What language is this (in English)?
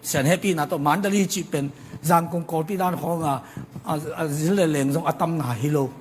Tedim Chin